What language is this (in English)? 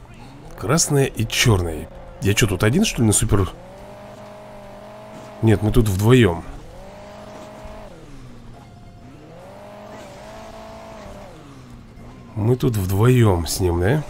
Russian